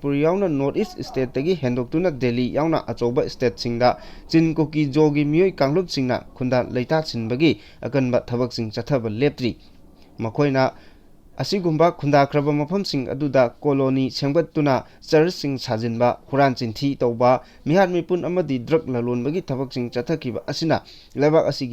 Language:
Manipuri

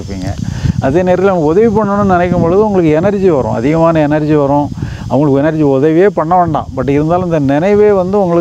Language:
Tamil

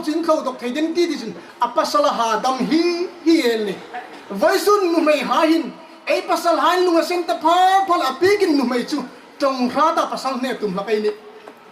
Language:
Hmar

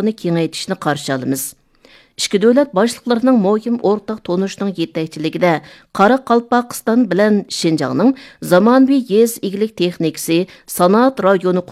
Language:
Uyghur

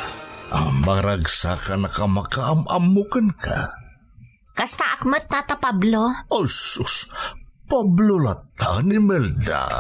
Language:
Iloko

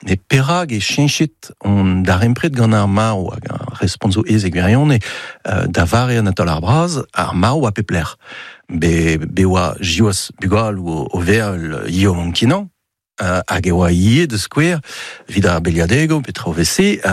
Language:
Breton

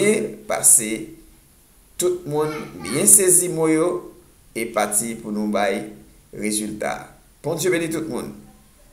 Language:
Haitian Creole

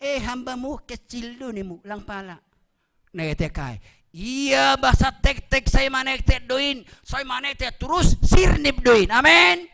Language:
Batak Simalungun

